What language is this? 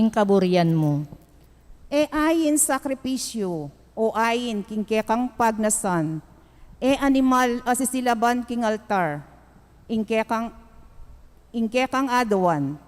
Pampanga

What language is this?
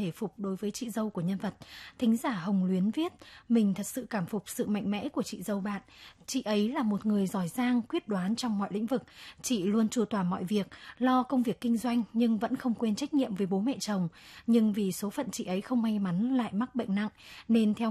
Vietnamese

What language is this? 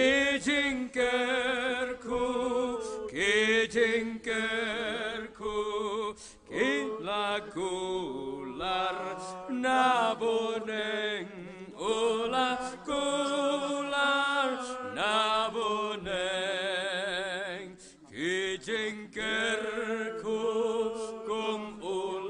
Khasi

